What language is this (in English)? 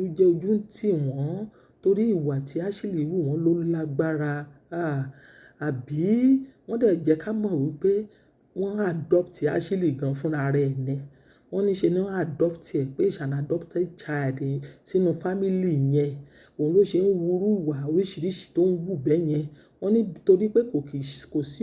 Yoruba